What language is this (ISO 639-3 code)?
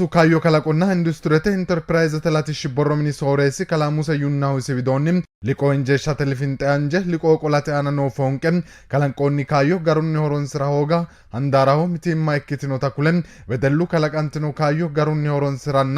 sid